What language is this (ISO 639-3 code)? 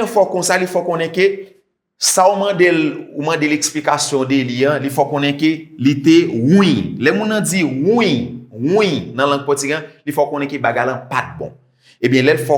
hat